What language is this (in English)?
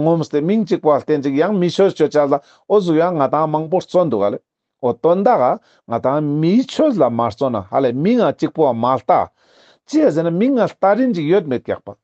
Ladakhi